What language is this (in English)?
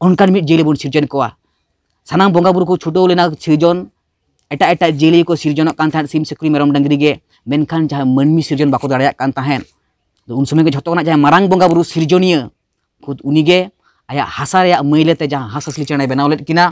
Santali